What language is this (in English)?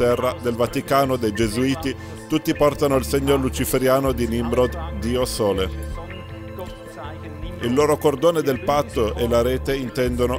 Italian